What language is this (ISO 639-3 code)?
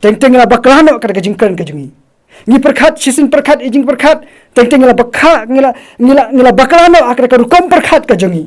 kha